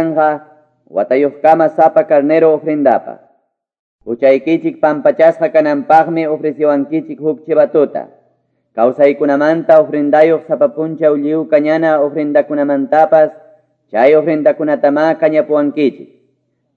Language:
Ayacucho Quechua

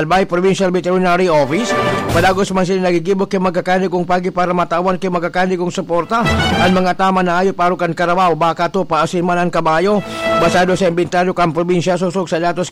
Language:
Bikol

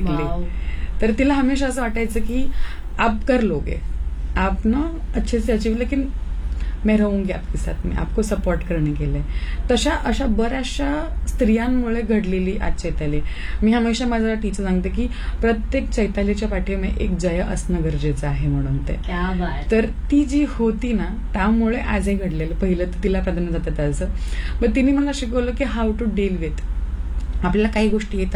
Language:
Marathi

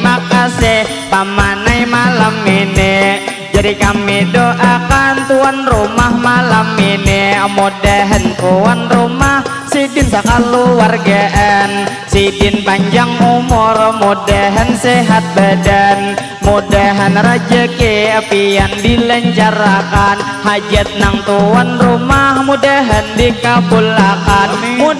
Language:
Banjar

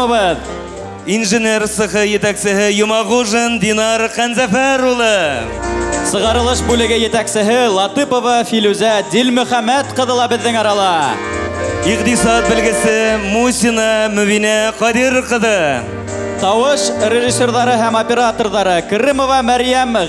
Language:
Bashkir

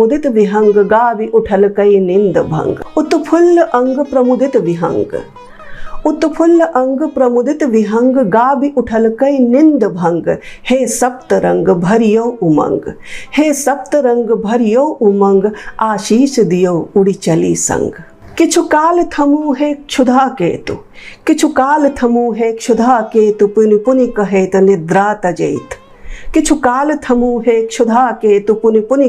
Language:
Maithili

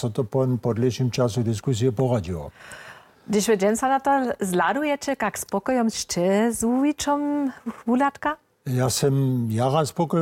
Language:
Upper Sorbian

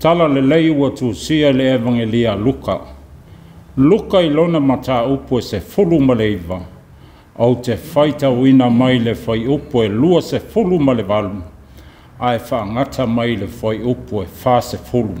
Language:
Samoan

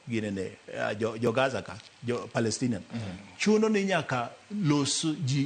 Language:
Luo (Kenya and Tanzania)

